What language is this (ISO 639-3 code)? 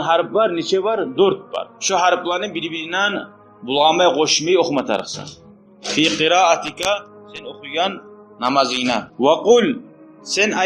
kum